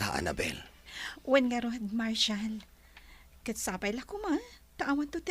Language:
Iloko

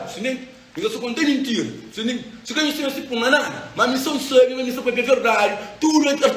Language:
Kabuverdianu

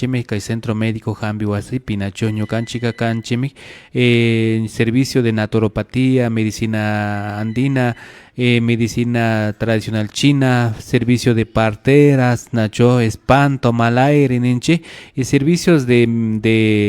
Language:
Imbabura Highland Quichua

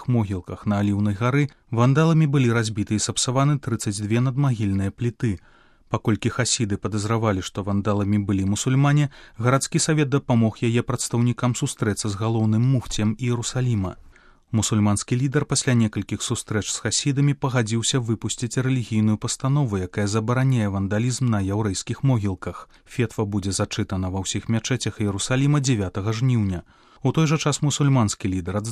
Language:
Belarusian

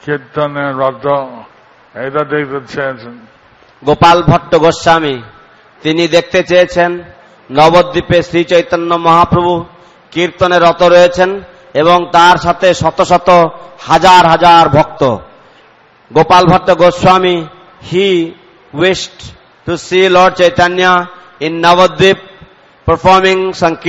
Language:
Bangla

